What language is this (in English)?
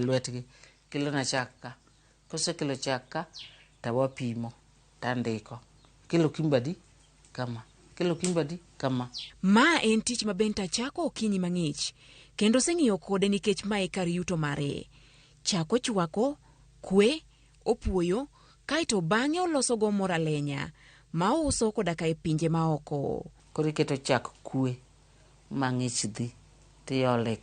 Luo (Kenya and Tanzania)